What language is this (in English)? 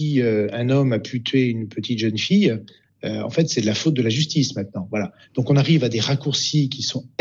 French